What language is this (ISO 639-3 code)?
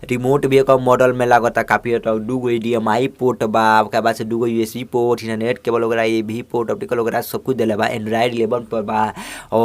bho